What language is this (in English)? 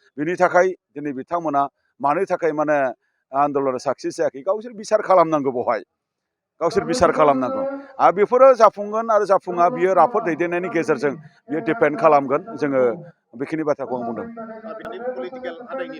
Bodo